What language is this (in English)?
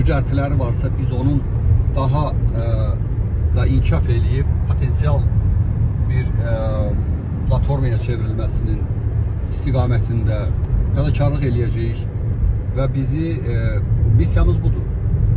Azerbaijani